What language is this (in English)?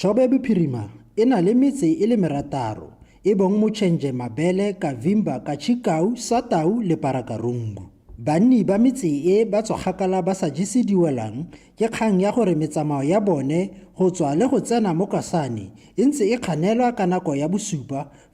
Tswana